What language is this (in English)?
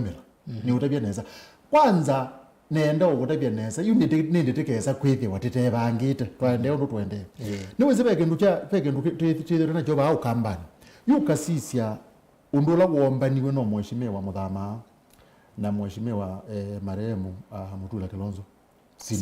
Kamba